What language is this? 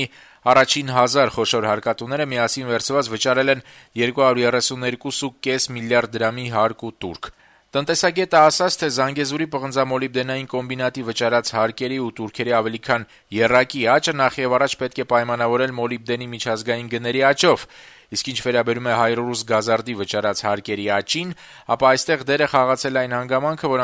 Armenian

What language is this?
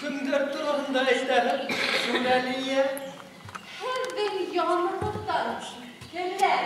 Bashkir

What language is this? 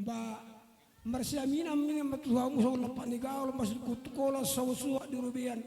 Batak Toba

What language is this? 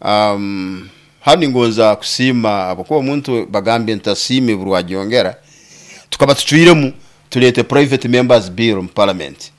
Nyoro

